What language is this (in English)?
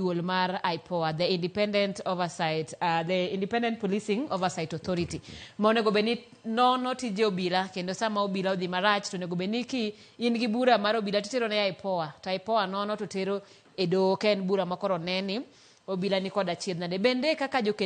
Luo (Kenya and Tanzania)